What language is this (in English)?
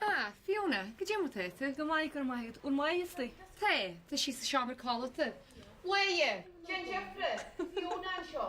Irish